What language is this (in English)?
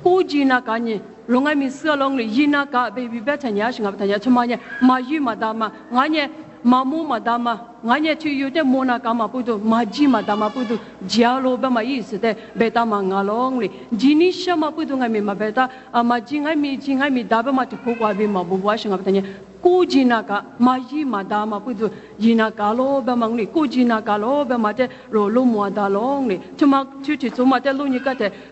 Lisu